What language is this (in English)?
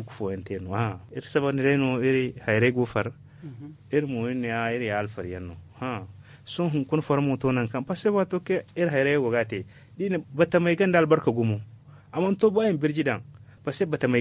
Zarma